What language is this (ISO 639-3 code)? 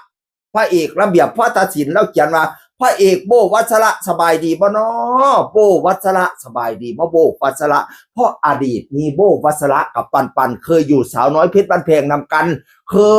tts